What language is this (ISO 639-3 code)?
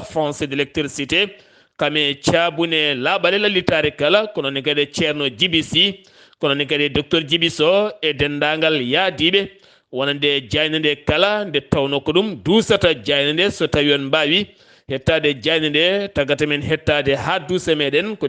ful